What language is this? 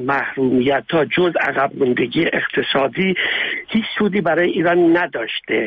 Persian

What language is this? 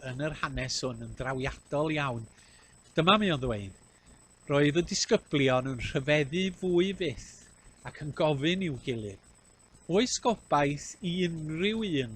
Welsh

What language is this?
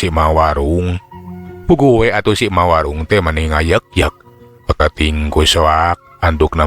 Sundanese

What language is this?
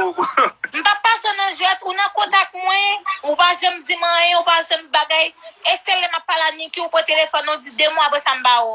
Haitian Creole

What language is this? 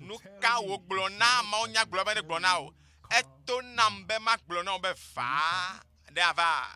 Ewe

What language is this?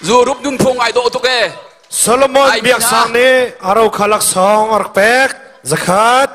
Hakha Chin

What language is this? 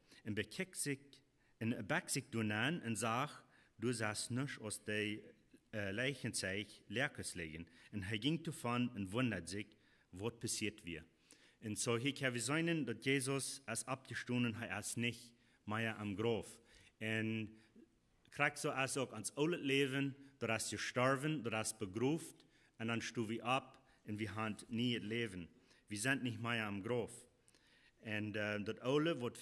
Plautdietsch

